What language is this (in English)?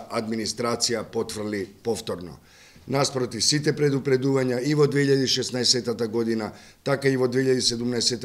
Macedonian